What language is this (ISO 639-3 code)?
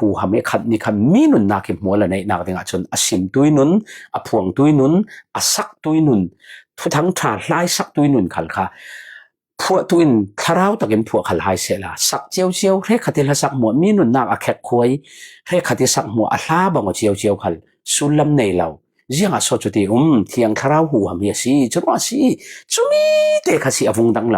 cfm